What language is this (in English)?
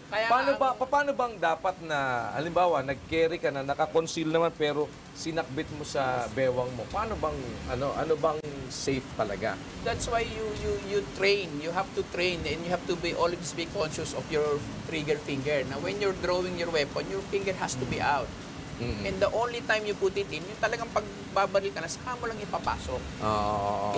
Filipino